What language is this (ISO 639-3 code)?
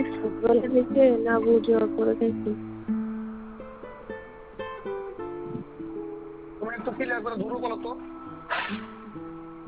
ben